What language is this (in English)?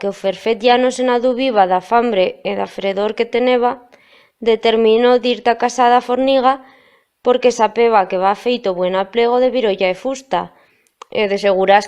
Aragonese